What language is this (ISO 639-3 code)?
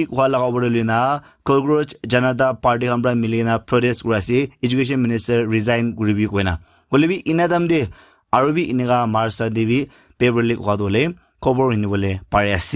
nag